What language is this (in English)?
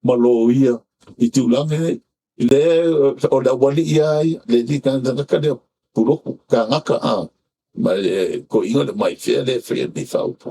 Samoan